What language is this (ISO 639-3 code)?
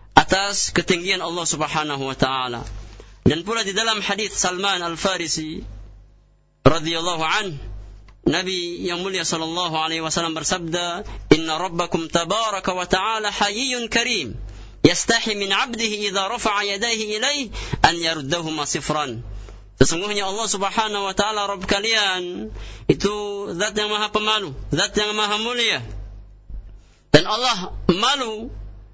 ind